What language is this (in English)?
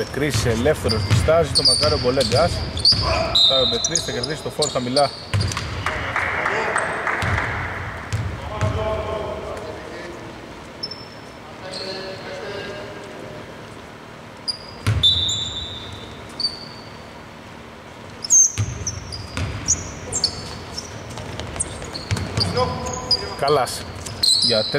Greek